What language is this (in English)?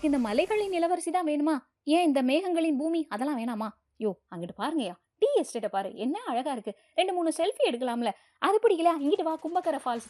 Tamil